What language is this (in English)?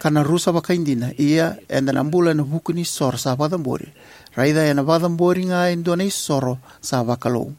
Fijian